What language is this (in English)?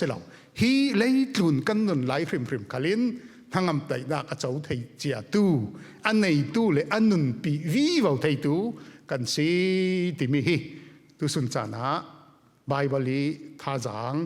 Falam Chin